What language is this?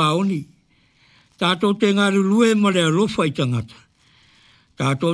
Samoan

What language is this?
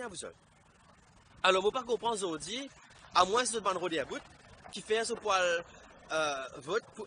Morisyen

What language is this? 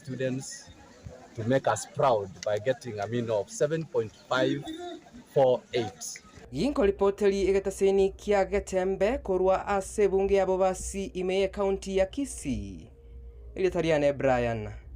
Gusii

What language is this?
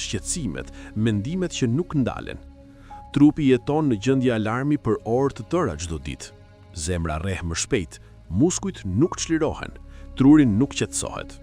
Albanian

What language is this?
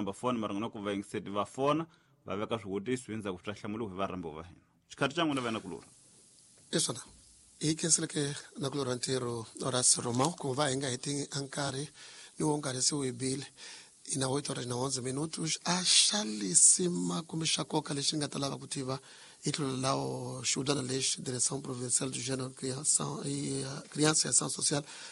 Tsonga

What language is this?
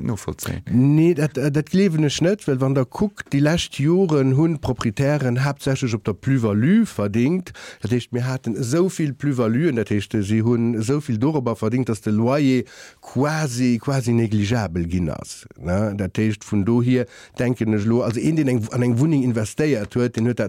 Luxembourgish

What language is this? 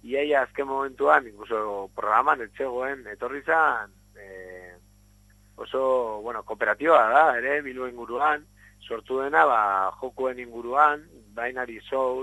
Basque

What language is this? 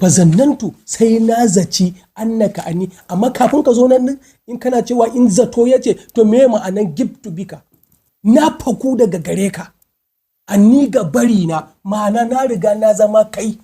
Hausa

